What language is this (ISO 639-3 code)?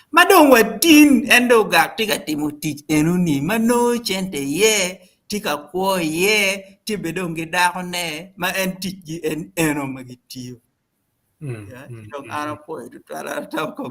ach